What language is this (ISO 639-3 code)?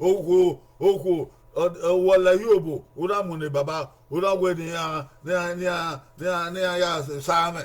bin